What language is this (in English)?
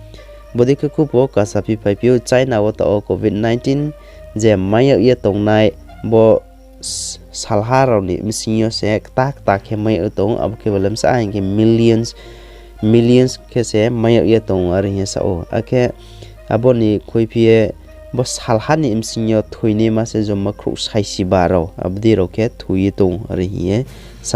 Riang (India)